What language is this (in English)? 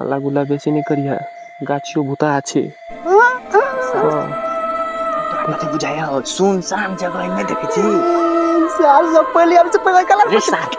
Maithili